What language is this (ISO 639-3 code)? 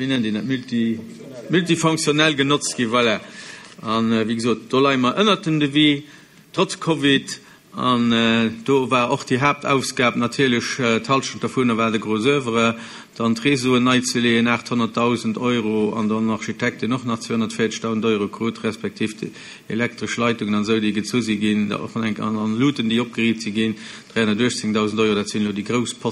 ltz